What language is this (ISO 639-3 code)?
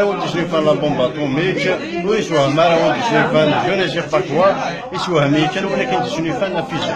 kab